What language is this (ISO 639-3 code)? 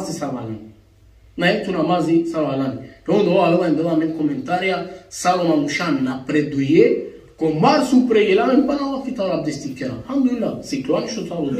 rmn